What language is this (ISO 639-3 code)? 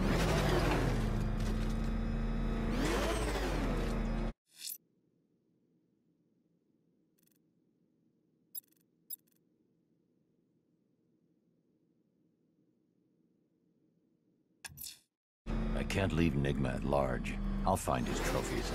eng